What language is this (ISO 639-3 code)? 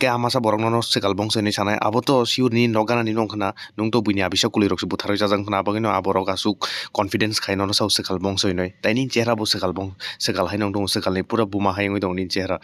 trp